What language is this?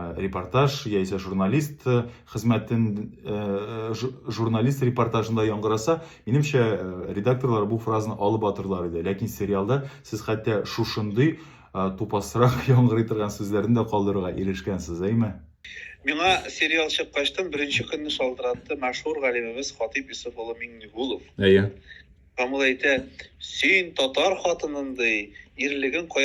Tatar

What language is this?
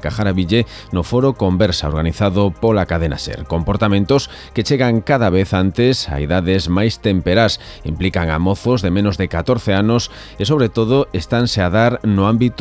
Galician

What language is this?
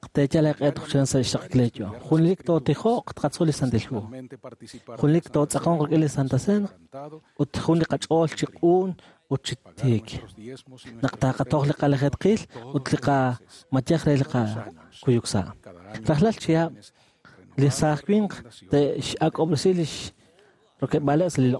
Kekchí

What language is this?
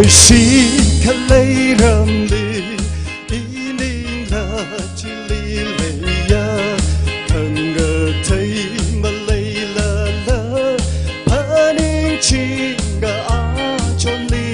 Tangkhul Naga (India)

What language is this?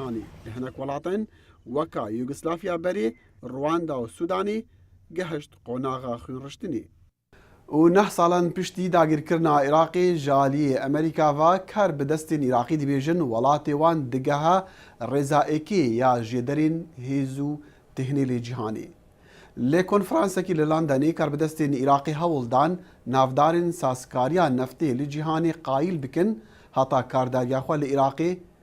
Kurdish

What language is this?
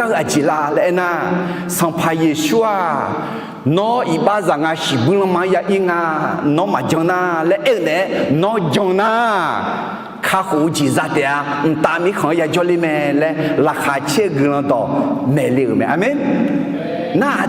Akha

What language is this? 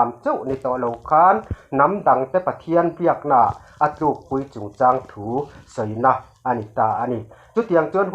Mizo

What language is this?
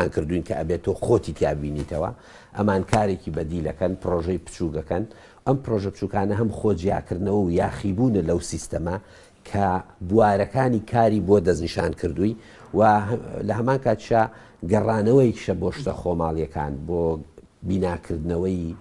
Central Kurdish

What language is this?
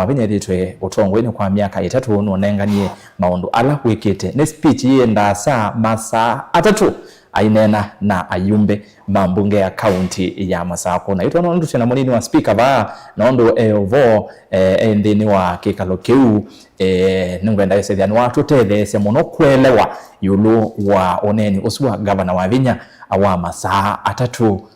Kamba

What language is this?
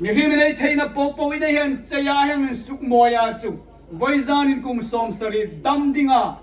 Hmar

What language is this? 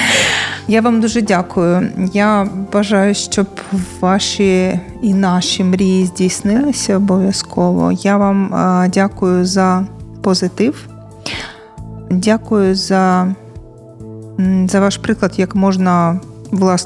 Ukrainian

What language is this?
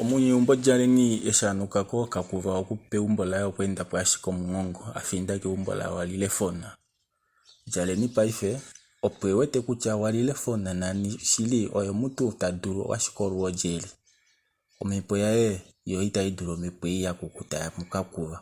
Kuanyama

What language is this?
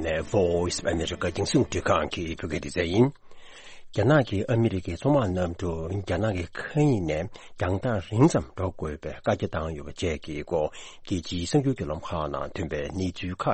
Tibetan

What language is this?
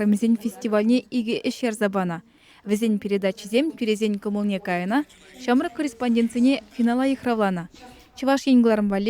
Chuvash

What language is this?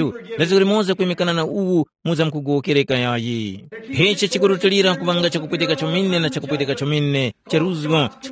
Tumbuka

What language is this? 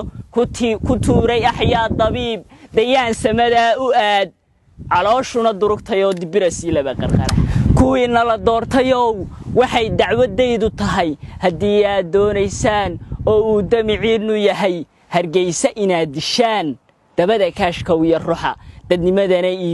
Somali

